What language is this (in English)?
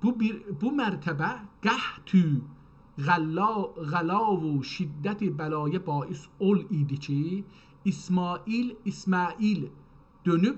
South Azerbaijani